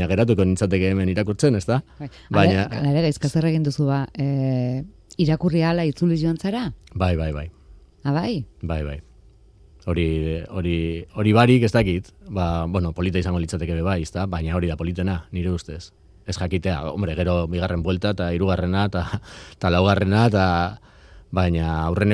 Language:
Basque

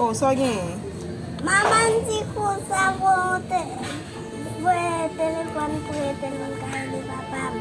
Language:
Haitian Creole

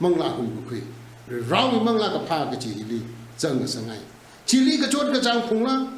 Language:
Tangkhul Naga (India)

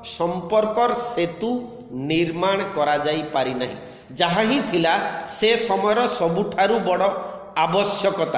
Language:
Odia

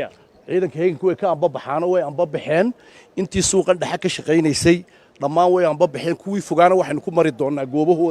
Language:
Somali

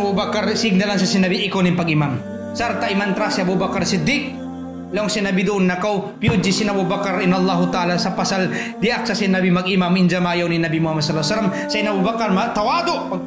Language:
Tausug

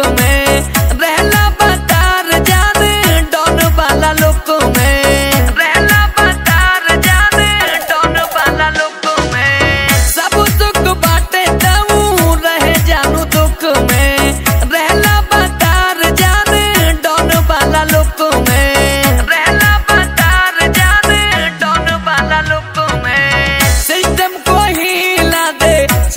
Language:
Bhojpuri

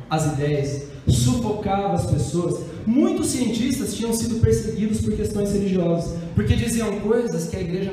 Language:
Portuguese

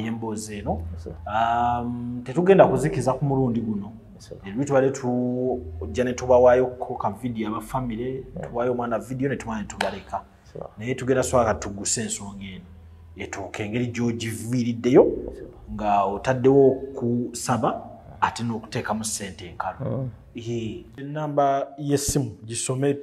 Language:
Ganda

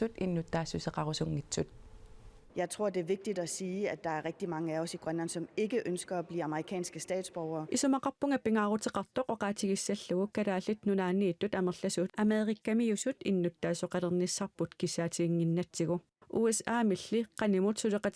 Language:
Kalaallisut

